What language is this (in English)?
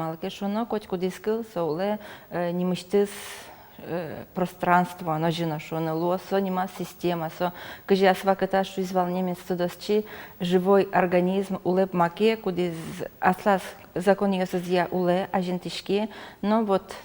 Udmurt